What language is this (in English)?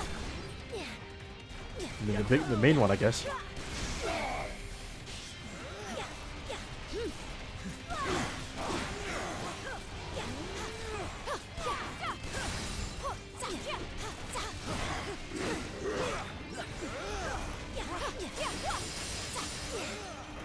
English